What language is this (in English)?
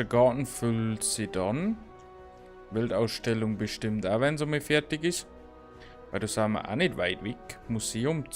Bavarian